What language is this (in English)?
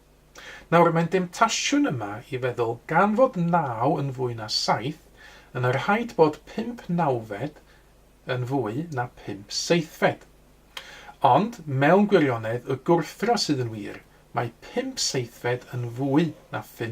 Welsh